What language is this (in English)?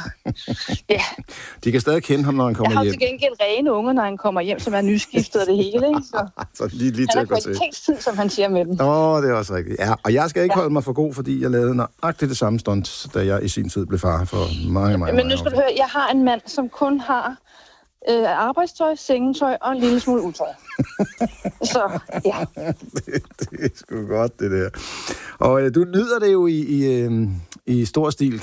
Danish